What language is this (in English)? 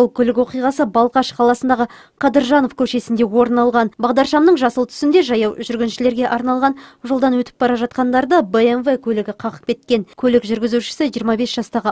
Kazakh